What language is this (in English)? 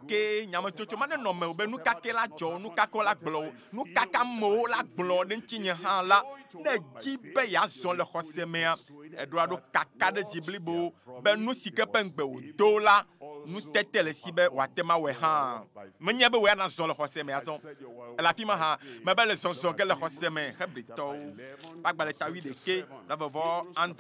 Ewe